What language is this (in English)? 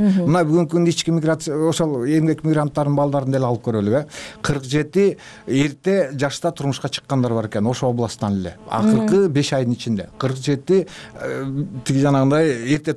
Kyrgyz